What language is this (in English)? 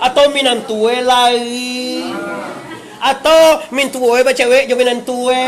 Minangkabau